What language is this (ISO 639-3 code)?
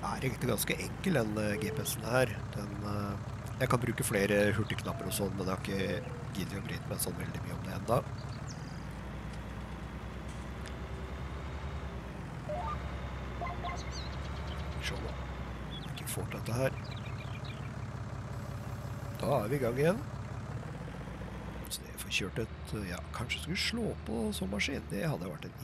nor